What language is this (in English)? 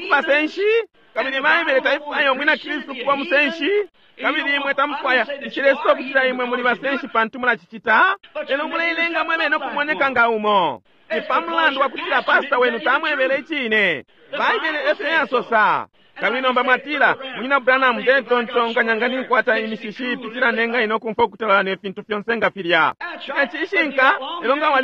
Bemba